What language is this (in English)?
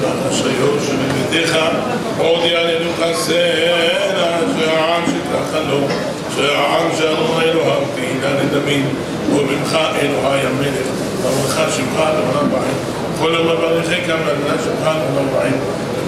Hebrew